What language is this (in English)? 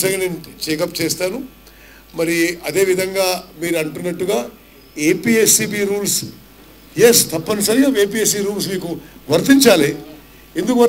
Telugu